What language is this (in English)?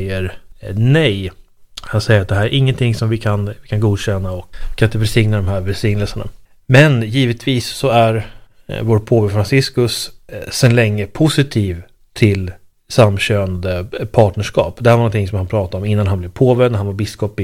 Swedish